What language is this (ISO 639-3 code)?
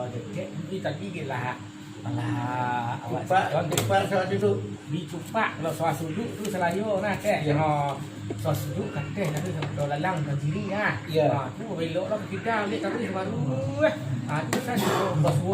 min